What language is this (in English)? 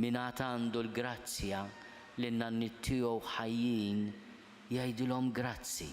Maltese